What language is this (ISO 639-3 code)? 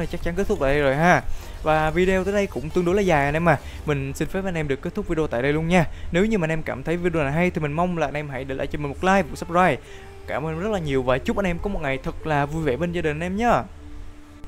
vie